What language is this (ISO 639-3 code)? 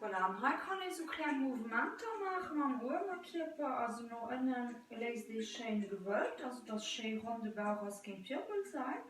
ltz